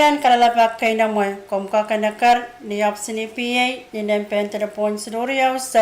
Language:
Pohnpeian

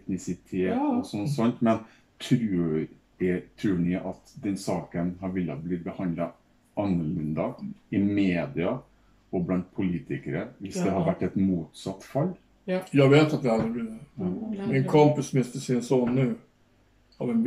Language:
Swedish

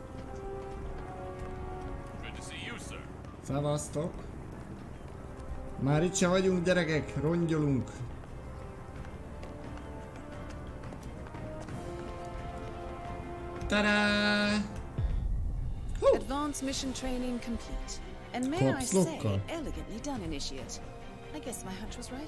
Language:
Hungarian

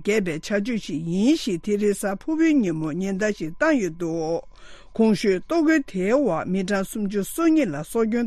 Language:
Tibetan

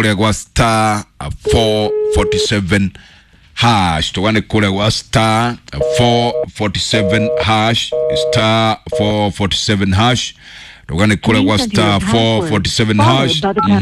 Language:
Kikuyu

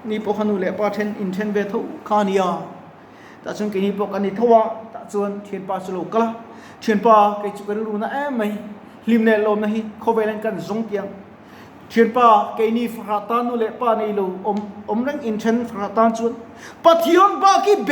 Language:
Mizo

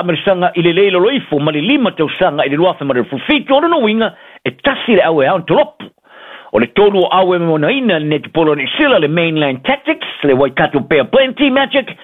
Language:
Samoan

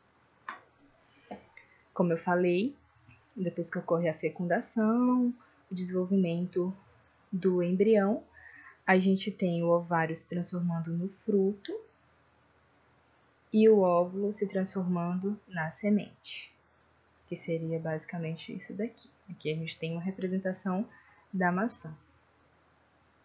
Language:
Portuguese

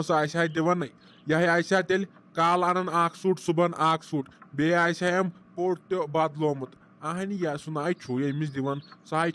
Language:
Kashmiri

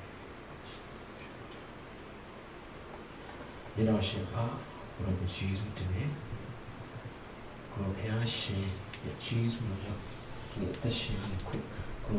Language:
Burmese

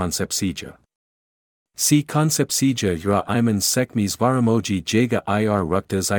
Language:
Lithuanian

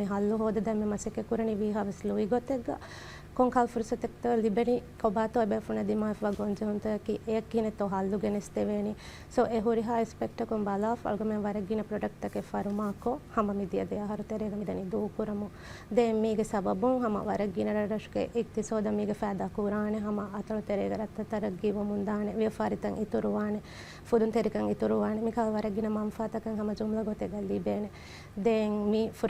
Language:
Divehi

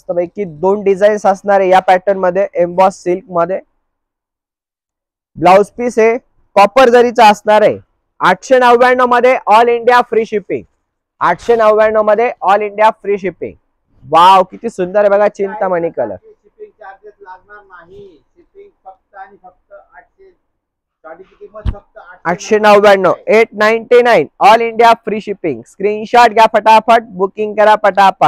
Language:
Marathi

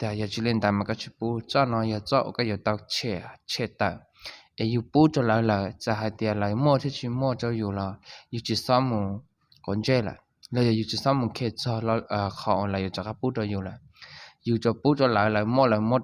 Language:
Hmong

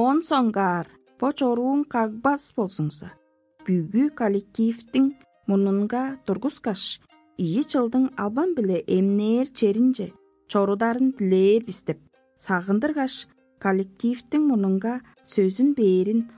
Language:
Tuvinian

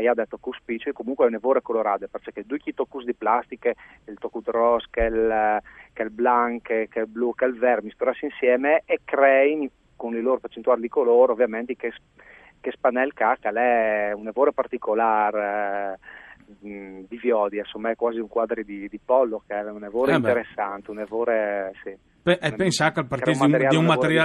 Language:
Friulian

